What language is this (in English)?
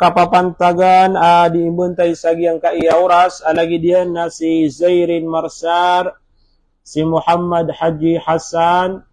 Maranao